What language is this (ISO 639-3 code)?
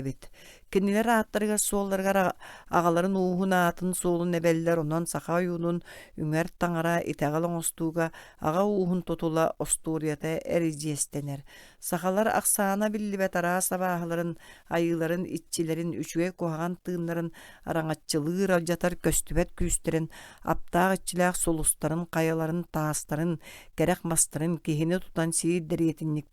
sah